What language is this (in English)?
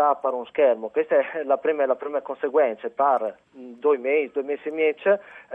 Friulian